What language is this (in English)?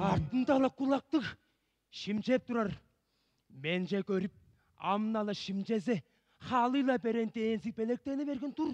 Tuvinian